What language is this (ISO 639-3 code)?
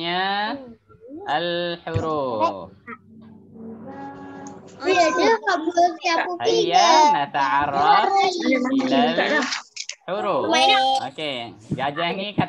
msa